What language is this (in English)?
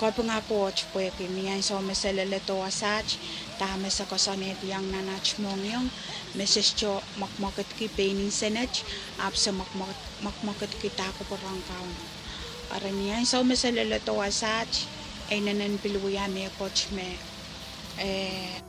Pohnpeian